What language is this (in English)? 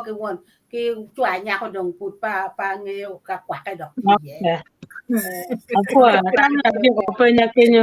Acoli